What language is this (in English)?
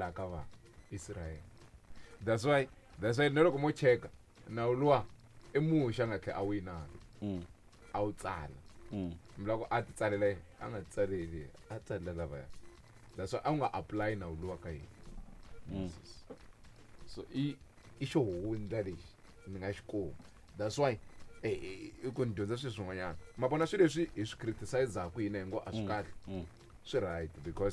Tsonga